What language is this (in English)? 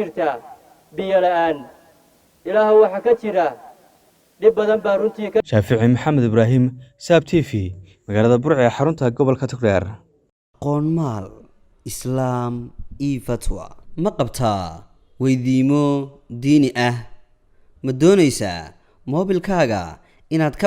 Somali